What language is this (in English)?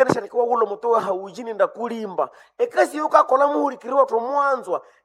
Nande